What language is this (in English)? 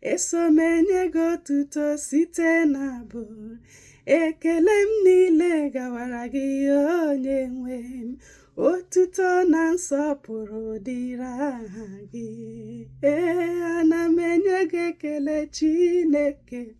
Igbo